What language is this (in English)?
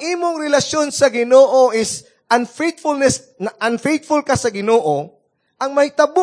Cebuano